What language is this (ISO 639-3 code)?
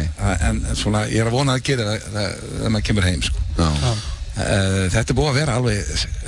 isl